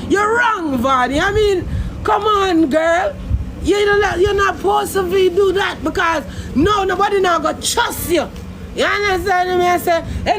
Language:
Jamaican Creole English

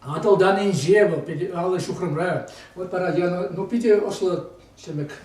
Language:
Chuvash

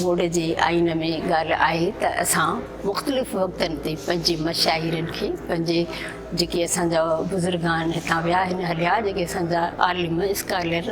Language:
Sindhi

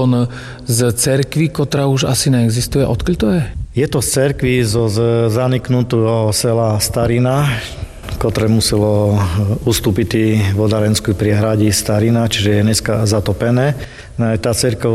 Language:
Slovak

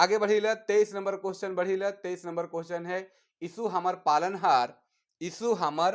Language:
Sadri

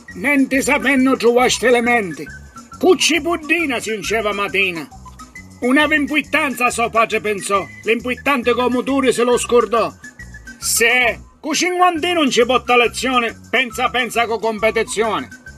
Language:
Sicilian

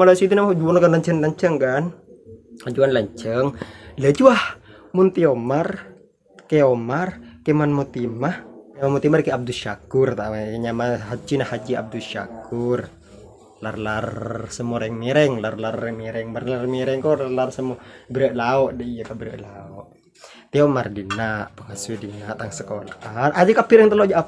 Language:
Madurese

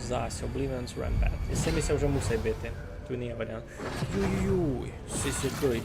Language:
Rusyn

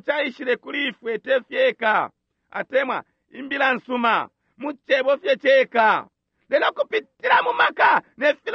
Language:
Bemba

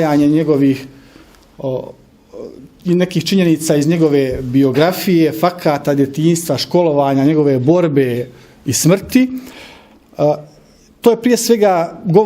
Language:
Bosnian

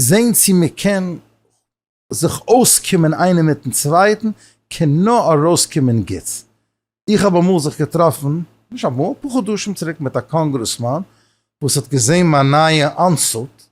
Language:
Yiddish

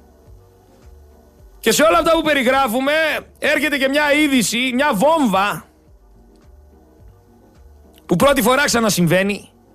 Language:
Greek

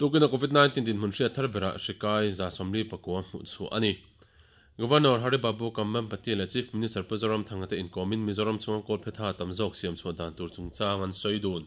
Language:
Mizo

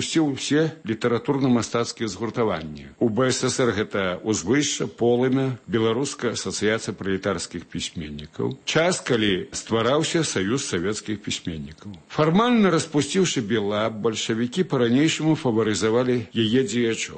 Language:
Belarusian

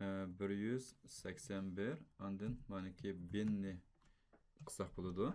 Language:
Uyghur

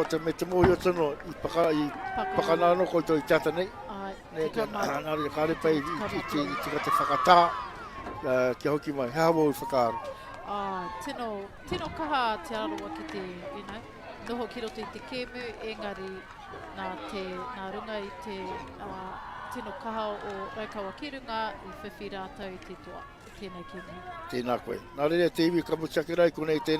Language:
Māori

